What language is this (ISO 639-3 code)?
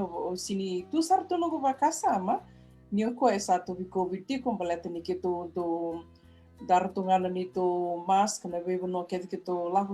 fij